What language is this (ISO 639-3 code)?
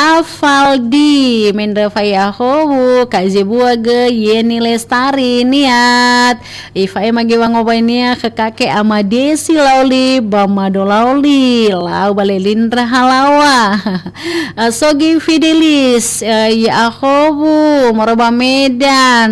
nia